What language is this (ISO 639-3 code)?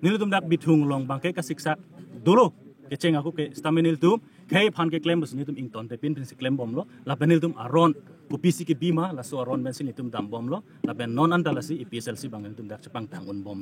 mjw